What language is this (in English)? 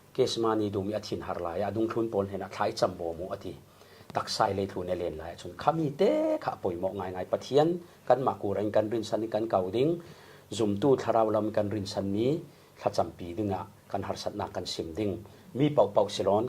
Falam Chin